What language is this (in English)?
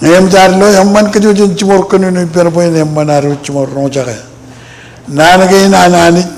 Marshallese